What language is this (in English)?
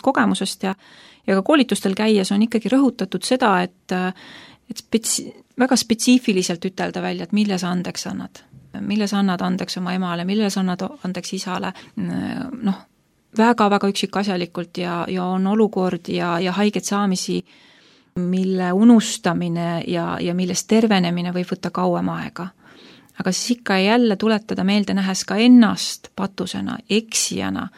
Estonian